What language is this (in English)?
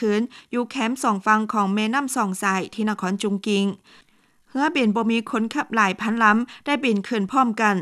Lao